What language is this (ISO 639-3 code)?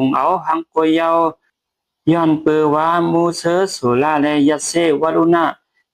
shn